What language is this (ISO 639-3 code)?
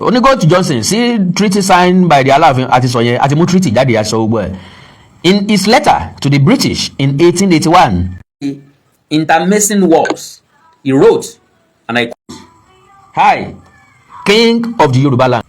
yor